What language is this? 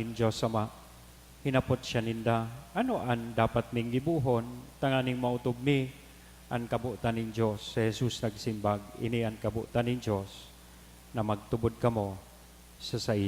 Bikol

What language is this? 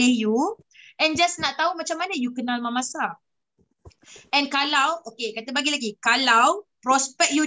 Malay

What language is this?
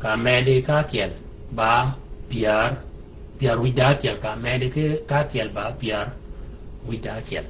Shilluk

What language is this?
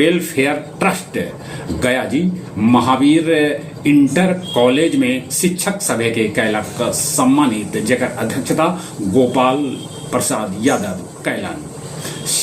Magahi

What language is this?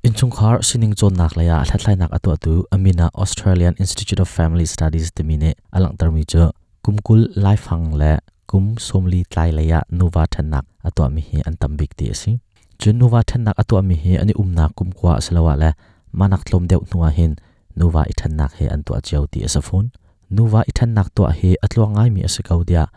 Hakha Chin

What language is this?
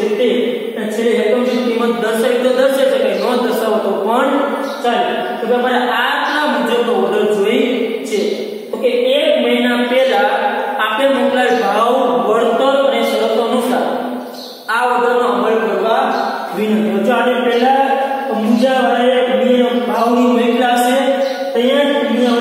Gujarati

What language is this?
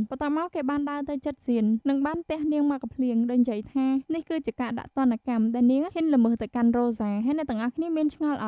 Khmer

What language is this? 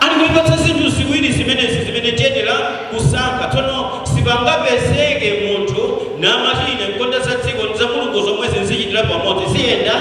Nyanja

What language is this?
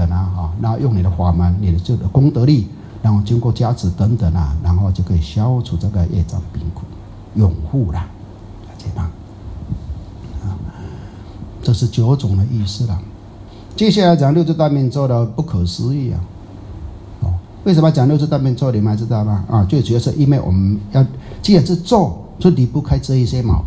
Chinese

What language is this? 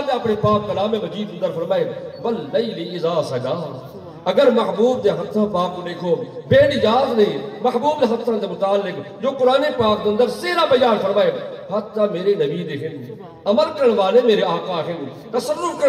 Western Panjabi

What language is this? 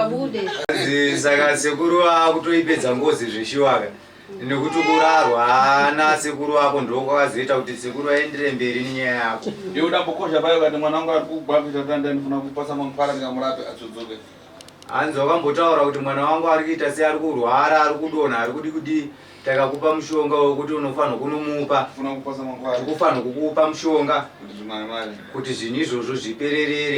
Shona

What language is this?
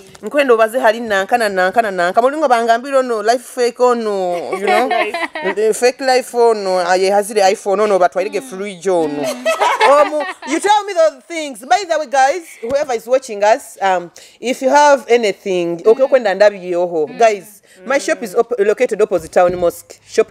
Nyoro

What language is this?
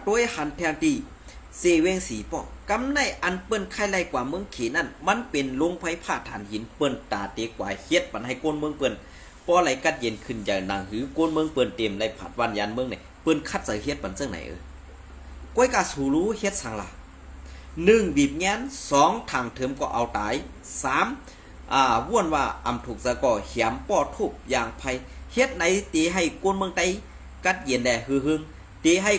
Shan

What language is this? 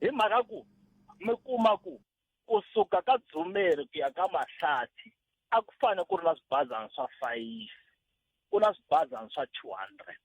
Tsonga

